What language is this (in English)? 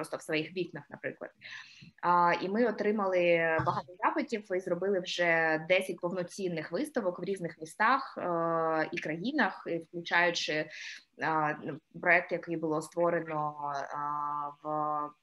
Ukrainian